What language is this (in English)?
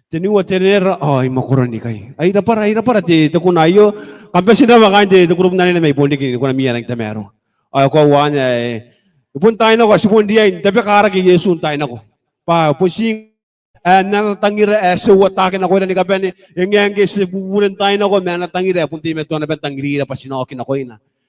Gilbertese